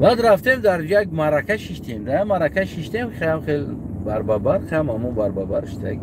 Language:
Tajik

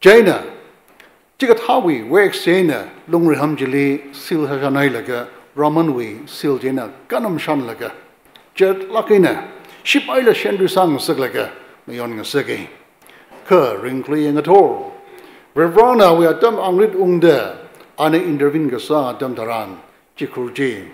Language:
Tangkhul Naga (India)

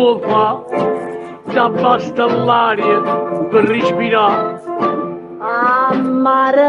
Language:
Neapolitan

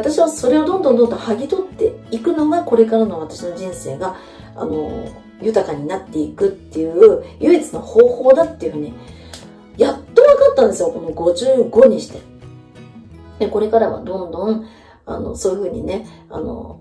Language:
Japanese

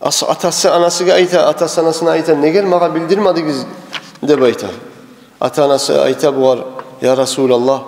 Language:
Kumyk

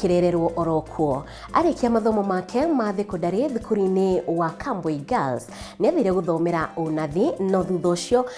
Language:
Kikuyu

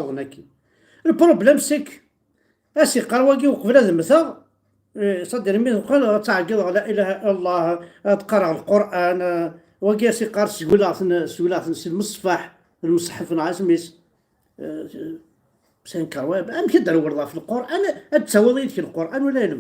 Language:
Kabyle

